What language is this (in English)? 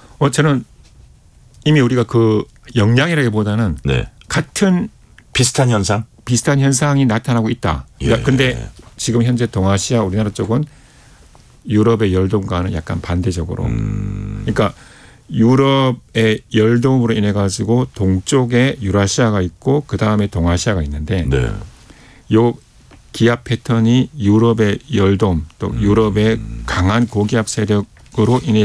Korean